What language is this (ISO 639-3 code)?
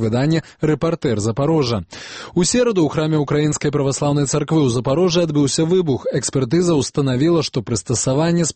bel